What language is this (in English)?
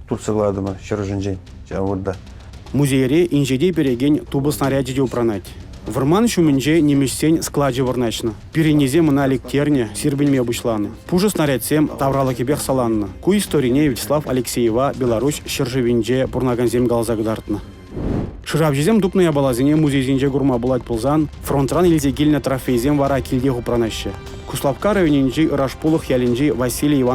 Chuvash